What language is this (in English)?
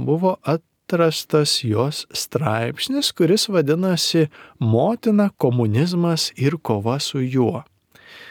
Lithuanian